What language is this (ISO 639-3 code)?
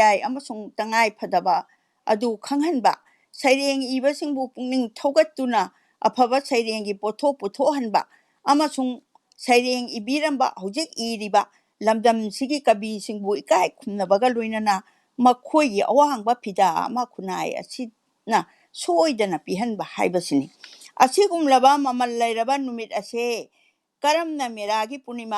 mni